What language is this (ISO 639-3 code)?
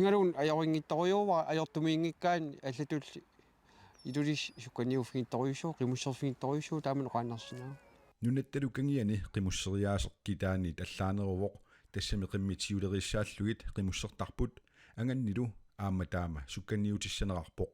kal